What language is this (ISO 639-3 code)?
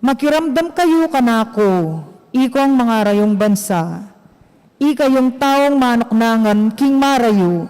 pam